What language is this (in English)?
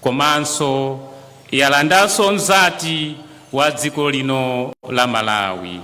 Nyanja